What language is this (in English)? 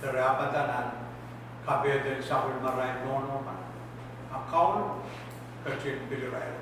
Pohnpeian